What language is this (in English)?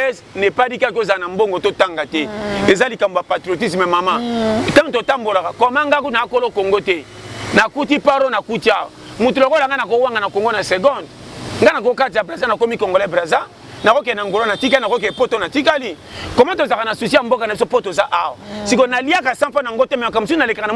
Lingala